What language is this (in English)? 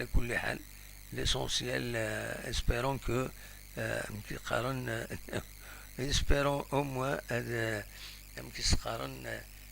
Kabyle